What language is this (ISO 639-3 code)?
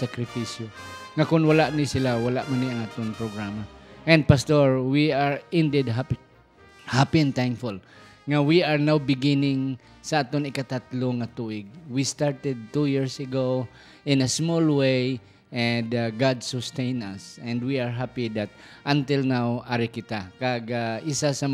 hil